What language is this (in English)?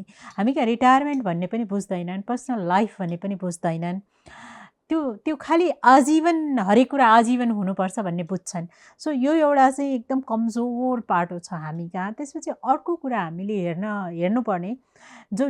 Nepali